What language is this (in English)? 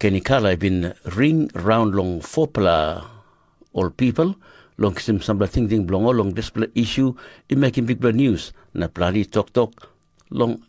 Tok Pisin